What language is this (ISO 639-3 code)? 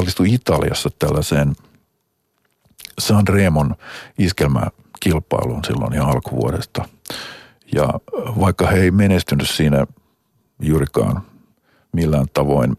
fin